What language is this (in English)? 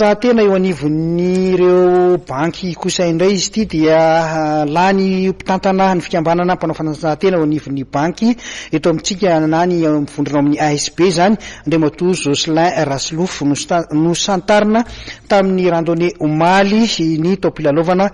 Malagasy